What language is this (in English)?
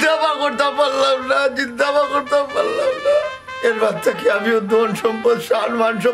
Sylheti